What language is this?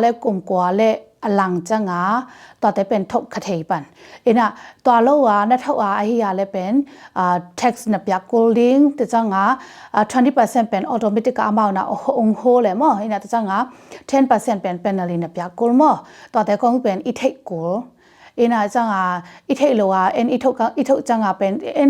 Tedim Chin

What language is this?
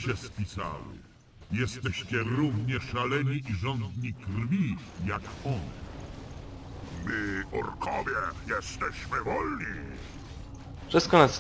Polish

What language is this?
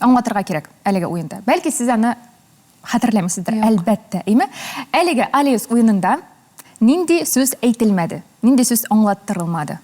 Tatar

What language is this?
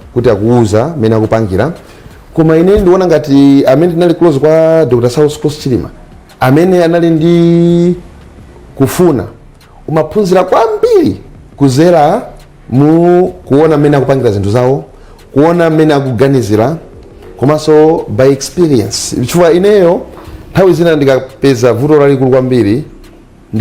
Nyanja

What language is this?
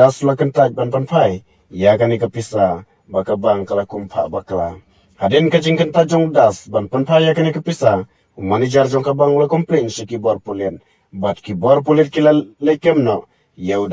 Khasi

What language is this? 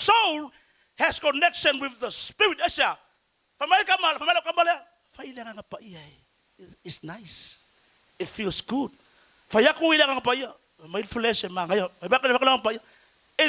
Samoan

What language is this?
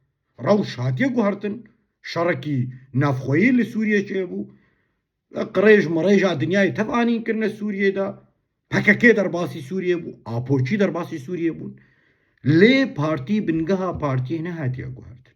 Kurdish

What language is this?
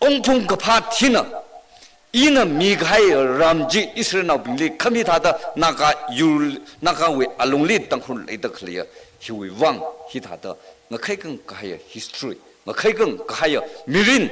Tangkhul Naga (India)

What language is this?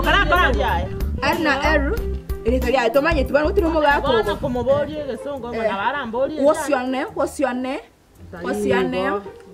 Gusii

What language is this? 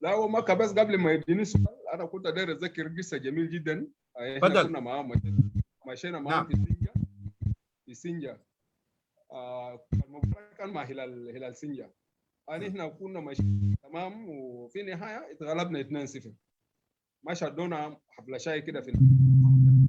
Sudanese Arabic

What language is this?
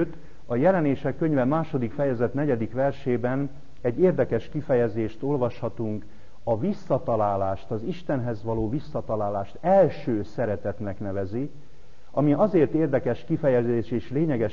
Hungarian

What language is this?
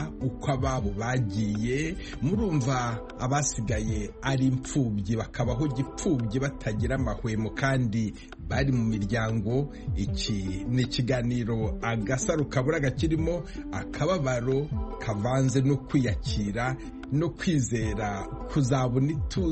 Kinyarwanda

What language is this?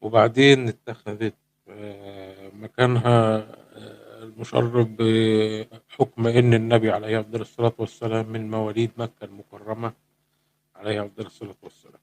Egyptian Arabic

